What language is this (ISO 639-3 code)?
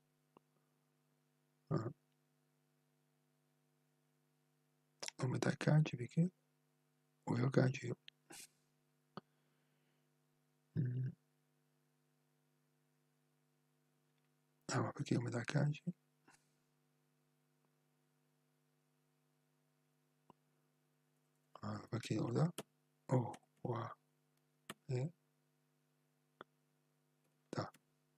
ita